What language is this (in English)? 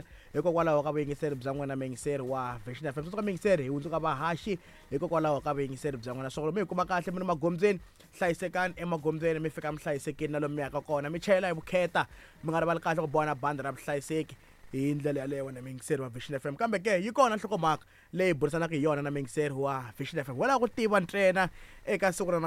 Tsonga